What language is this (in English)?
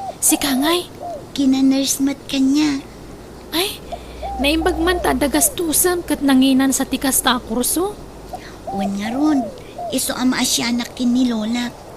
Iloko